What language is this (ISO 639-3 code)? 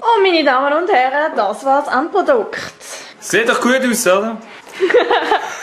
gsw